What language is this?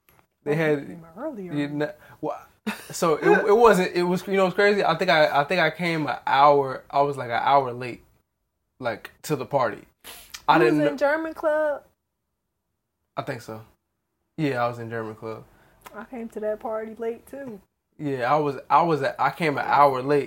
English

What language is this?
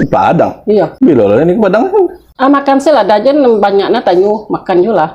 Minangkabau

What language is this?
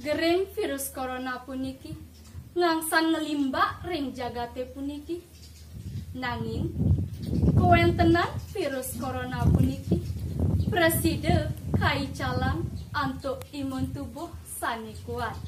Balinese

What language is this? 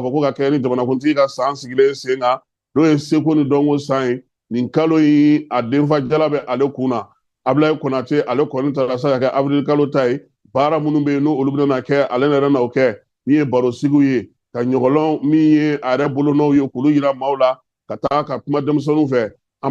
Bambara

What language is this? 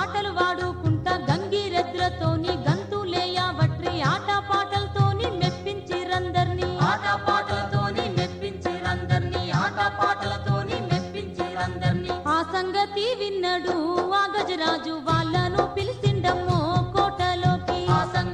Telugu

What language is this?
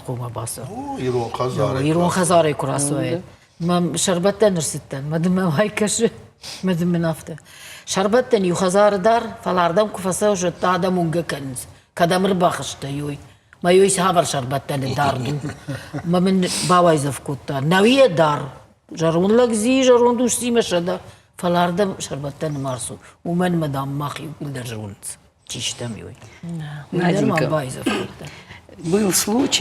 Ossetic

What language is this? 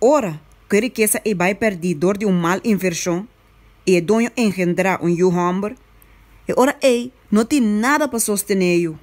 Papiamento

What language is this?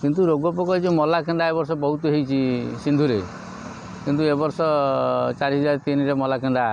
Odia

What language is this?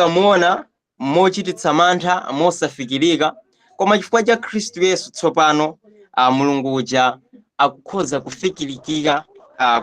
Nyanja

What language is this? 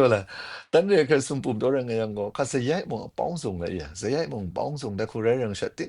Kachin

